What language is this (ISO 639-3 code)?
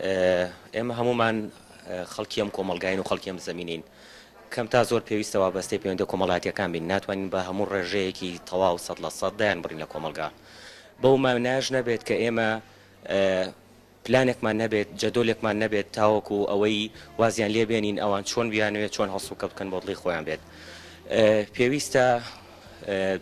ckb